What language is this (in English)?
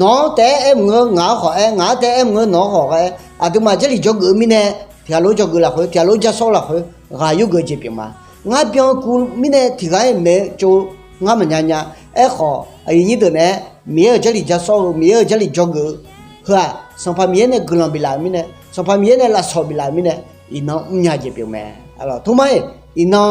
Akha